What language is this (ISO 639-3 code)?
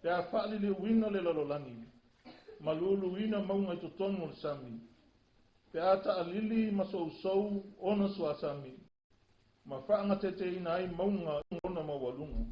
smo